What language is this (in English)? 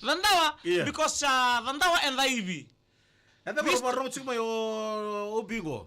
Fijian